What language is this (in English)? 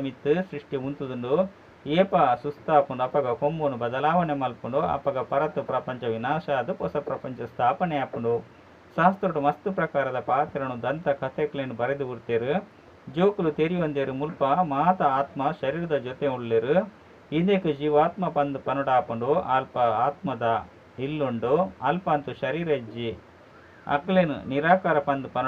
Tulu